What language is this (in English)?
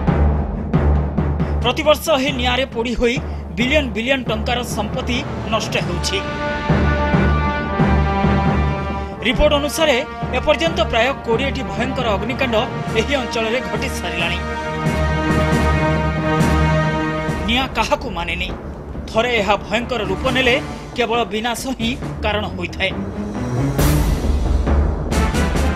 Odia